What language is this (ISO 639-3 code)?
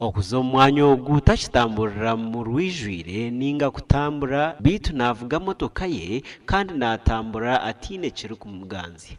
nyn